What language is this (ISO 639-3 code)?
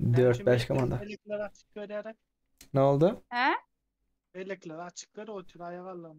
tuk